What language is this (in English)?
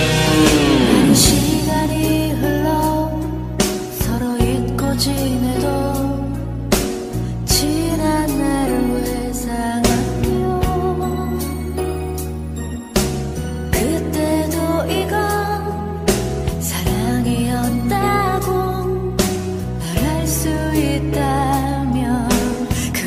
Korean